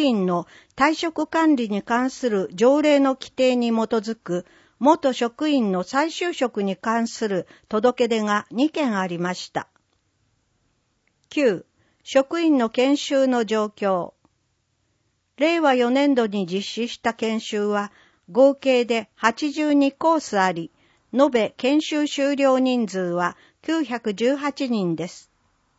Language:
Japanese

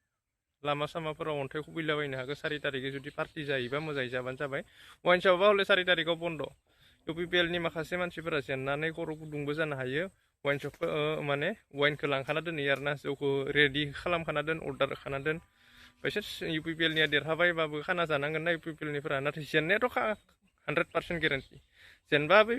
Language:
Bodo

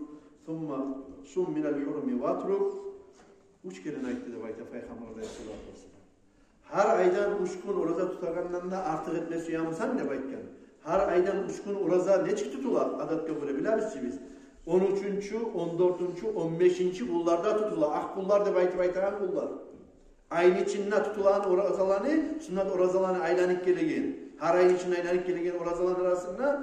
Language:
Kumyk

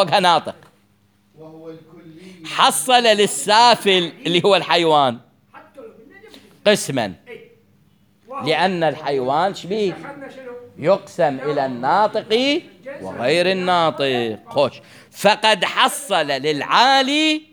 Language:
Mesopotamian Arabic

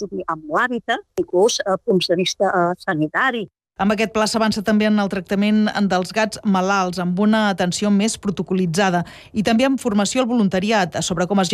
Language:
Catalan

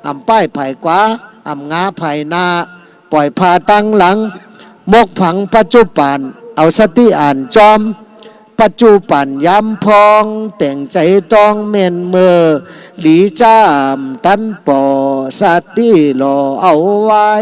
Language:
Shan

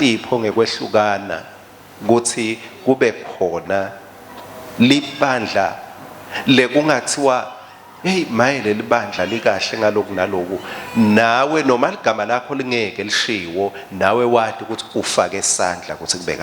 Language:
Swati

